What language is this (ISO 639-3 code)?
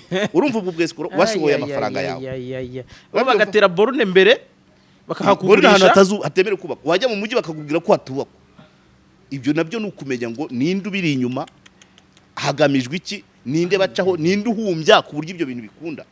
kin